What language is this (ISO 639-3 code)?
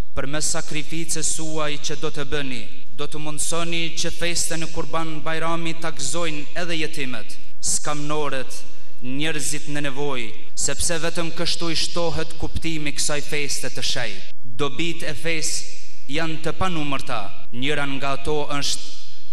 sqi